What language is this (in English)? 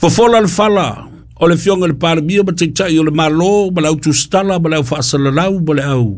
Samoan